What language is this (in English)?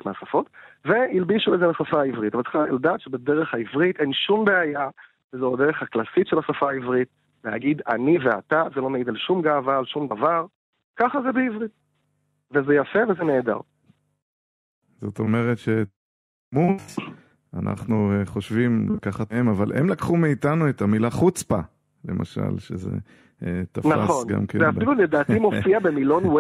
Hebrew